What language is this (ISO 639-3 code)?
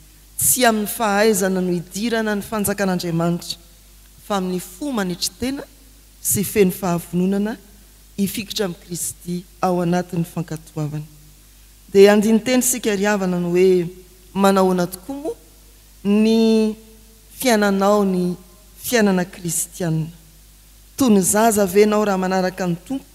mlg